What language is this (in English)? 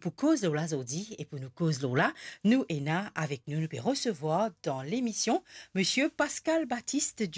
Morisyen